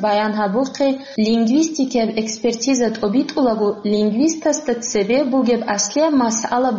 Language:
Avaric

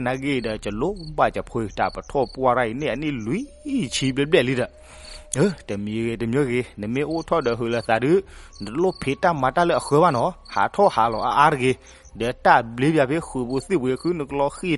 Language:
S'gaw Karen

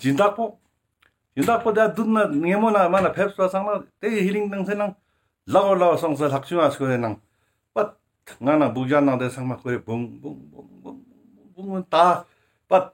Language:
Ladakhi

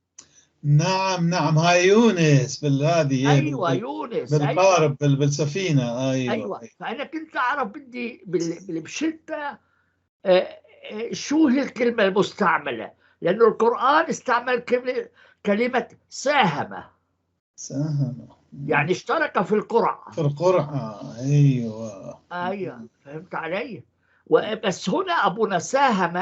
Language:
North Levantine Arabic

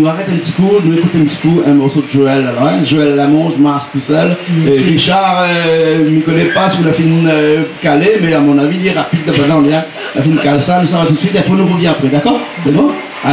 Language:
Réunion Creole French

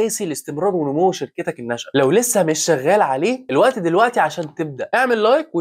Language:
Egyptian Arabic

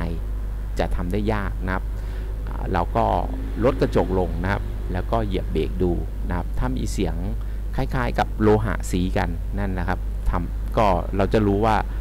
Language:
Thai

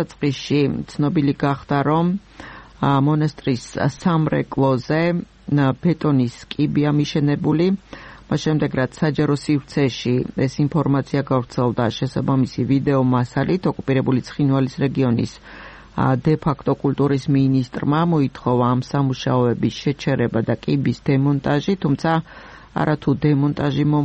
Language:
Georgian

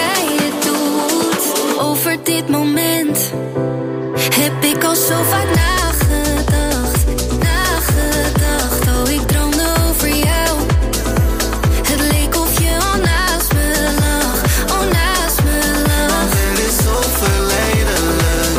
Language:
Dutch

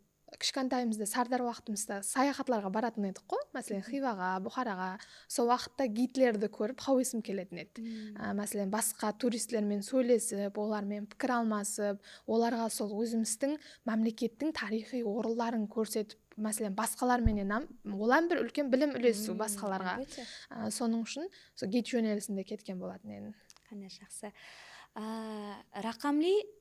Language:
Kara-Kalpak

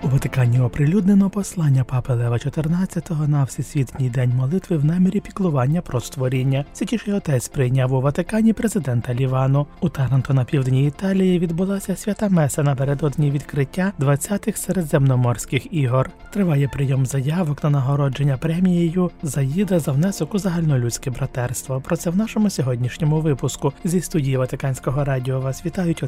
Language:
Ukrainian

